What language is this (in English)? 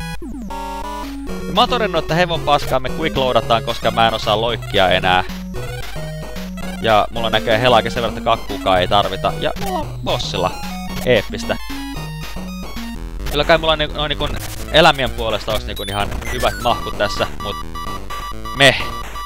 Finnish